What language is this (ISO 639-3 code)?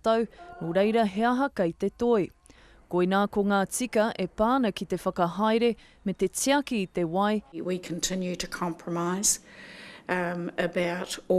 mri